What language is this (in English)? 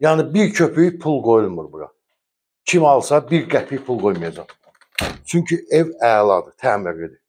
Azerbaijani